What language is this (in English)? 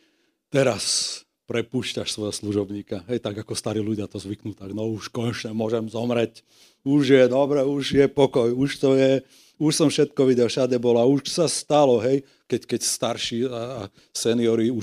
Slovak